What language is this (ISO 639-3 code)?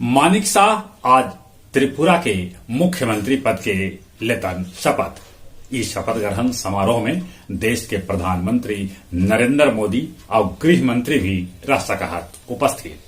mag